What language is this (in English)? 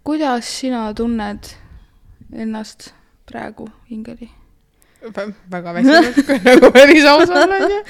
Estonian